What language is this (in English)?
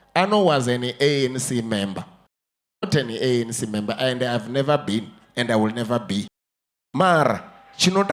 Venda